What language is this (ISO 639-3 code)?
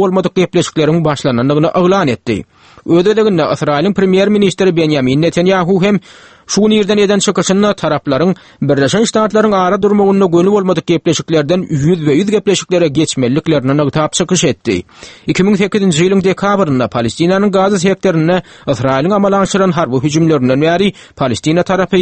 tuk